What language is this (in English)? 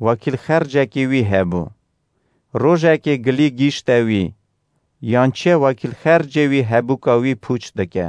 Kurdish